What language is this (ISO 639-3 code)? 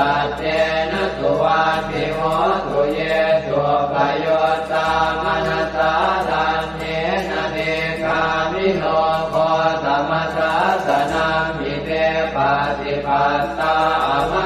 pli